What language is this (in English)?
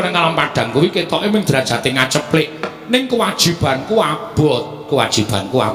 Javanese